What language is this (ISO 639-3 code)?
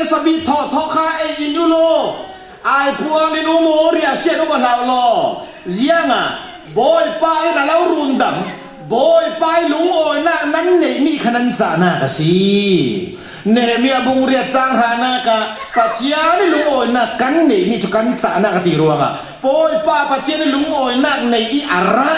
cfm